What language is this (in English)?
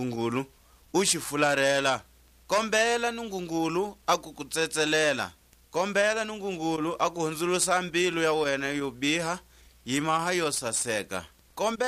Tswa